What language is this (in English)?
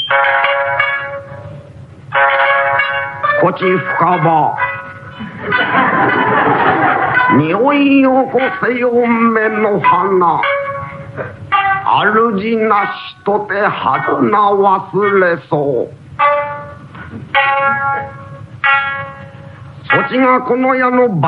Japanese